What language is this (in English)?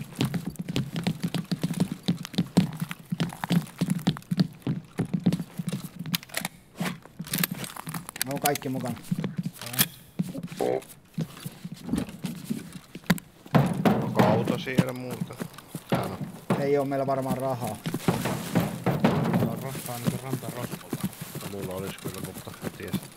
Finnish